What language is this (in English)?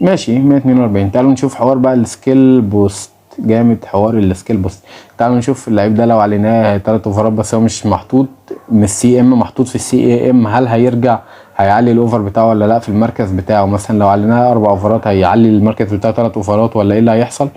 Egyptian Arabic